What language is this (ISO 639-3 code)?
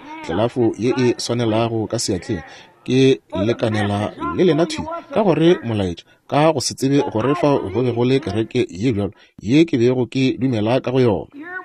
nso